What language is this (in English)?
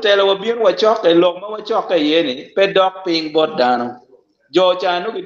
Acoli